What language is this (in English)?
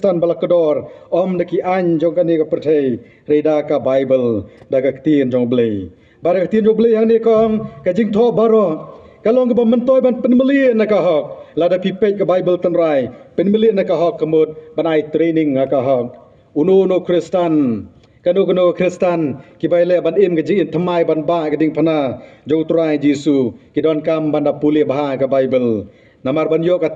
Khasi